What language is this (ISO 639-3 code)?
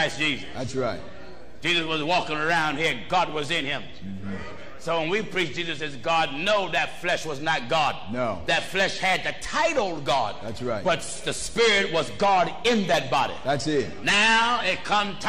eng